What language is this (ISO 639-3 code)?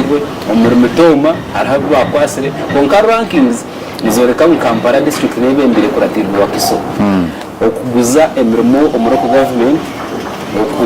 nyn